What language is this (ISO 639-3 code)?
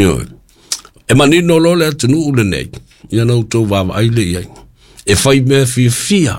smo